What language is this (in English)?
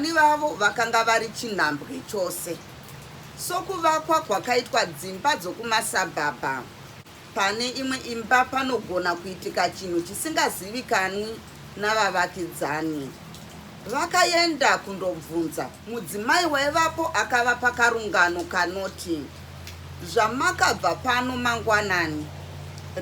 Shona